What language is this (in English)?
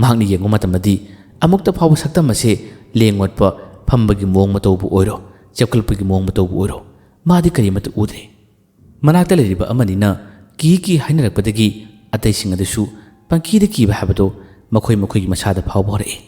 Manipuri